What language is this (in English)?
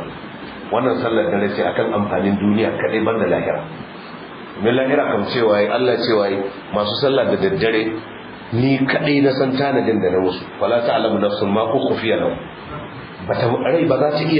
Hausa